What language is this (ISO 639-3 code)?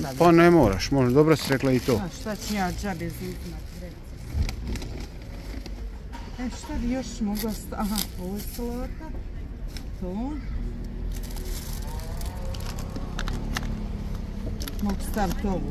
hrv